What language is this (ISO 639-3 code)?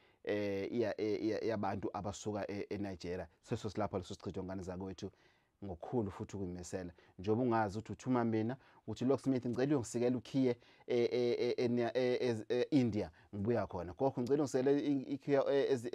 zul